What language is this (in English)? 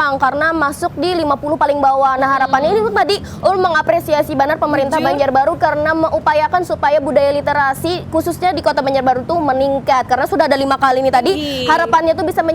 Banjar